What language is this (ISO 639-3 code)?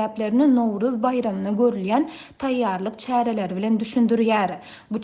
tuk